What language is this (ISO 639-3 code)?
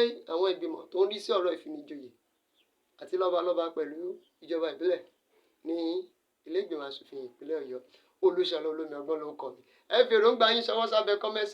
yor